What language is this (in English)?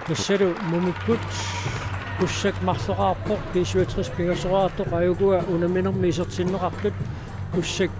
Kalaallisut